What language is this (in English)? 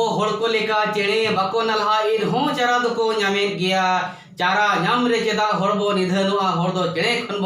Santali